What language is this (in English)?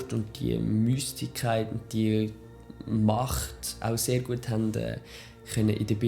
Swiss German